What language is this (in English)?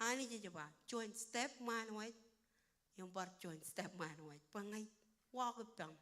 Marshallese